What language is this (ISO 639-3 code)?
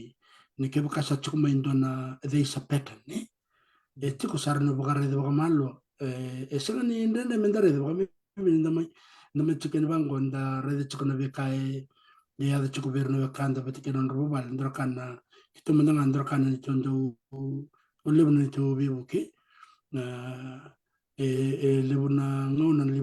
fij